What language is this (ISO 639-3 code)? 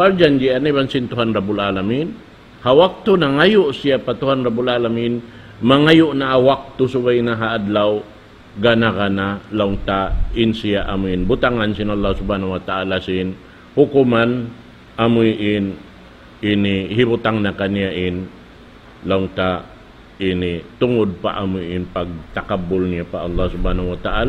tsg